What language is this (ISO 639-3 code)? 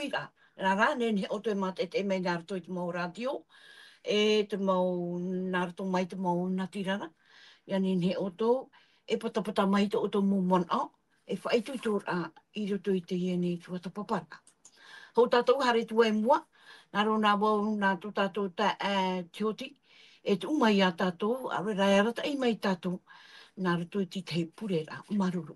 tah